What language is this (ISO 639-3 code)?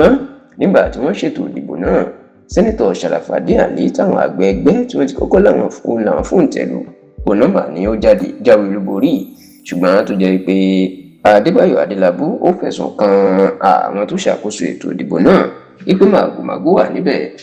yor